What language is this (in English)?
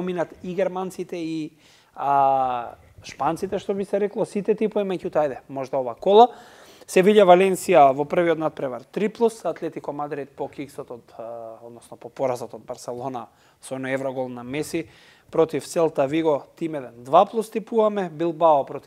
Macedonian